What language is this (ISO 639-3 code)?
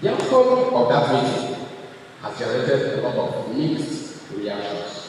ibo